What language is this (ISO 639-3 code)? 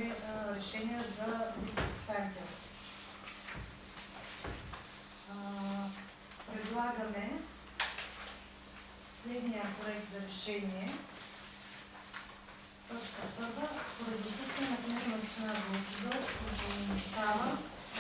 bul